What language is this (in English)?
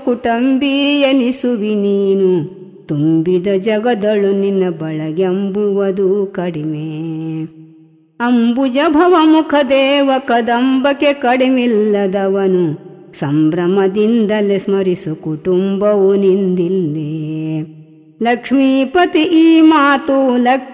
Kannada